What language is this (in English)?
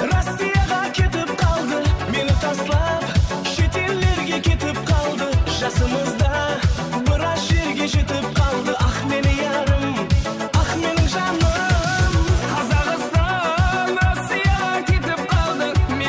Kara-Kalpak